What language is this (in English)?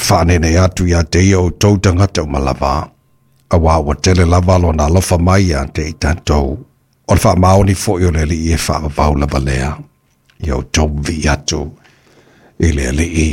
Samoan